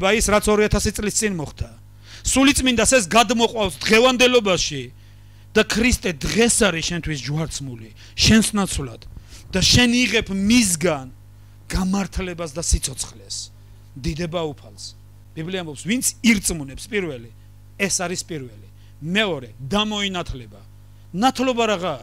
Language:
Georgian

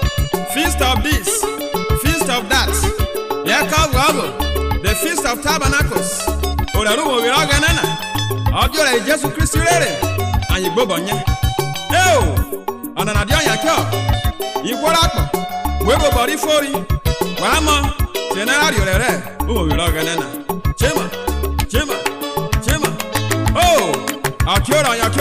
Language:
Urhobo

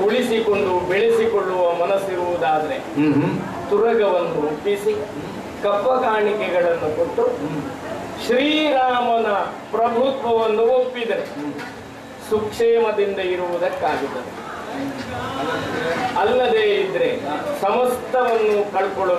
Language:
Kannada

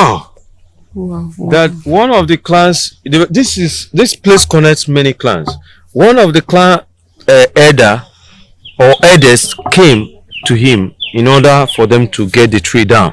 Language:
Igbo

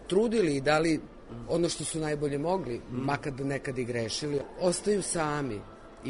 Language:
Serbian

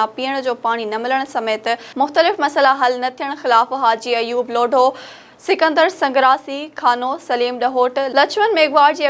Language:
Sindhi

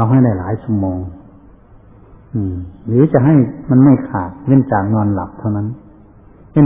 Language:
Thai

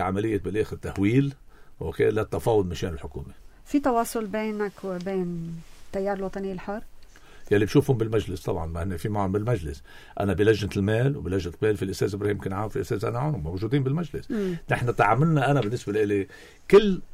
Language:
North Levantine Arabic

